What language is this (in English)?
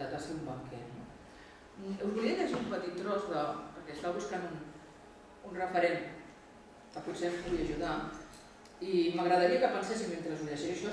Catalan